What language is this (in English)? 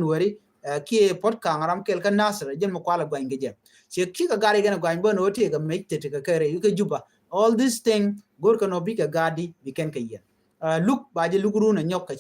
Nuer